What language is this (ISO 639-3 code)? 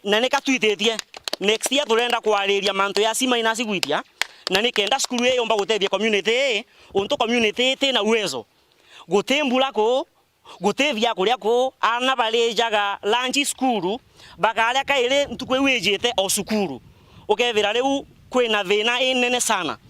mer